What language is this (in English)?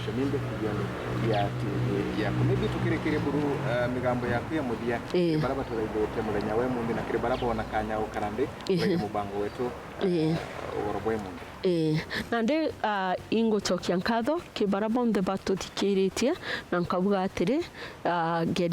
Meru